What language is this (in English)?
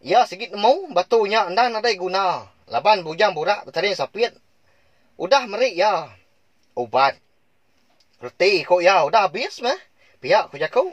Iban